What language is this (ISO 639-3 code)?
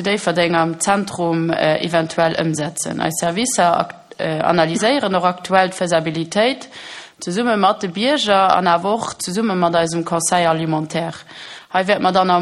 ltz